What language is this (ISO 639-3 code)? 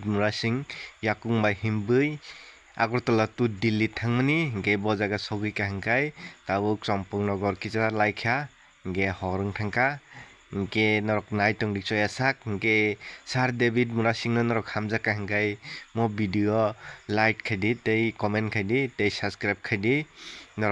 trp